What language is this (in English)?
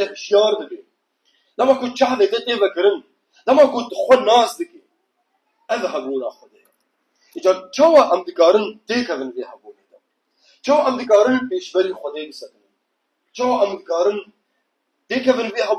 Kurdish